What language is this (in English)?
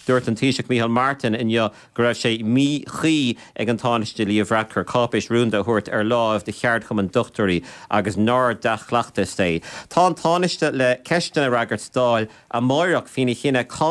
Irish